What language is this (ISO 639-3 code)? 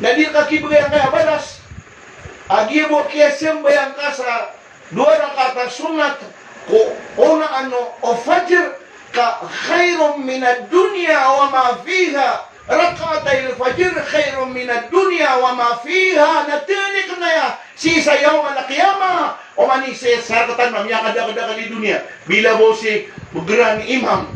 mrw